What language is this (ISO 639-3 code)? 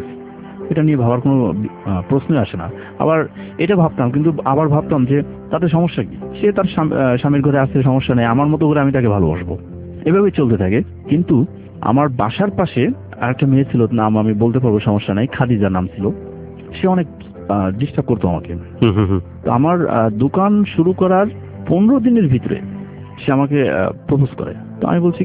ben